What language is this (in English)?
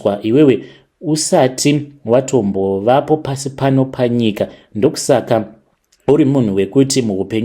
Shona